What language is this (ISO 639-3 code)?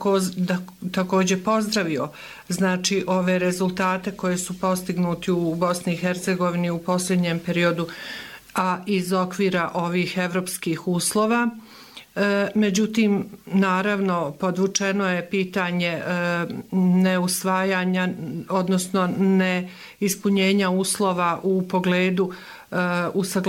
bos